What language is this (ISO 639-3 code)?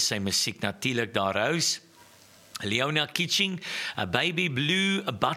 afr